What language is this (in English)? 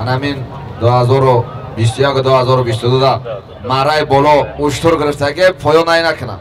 Tajik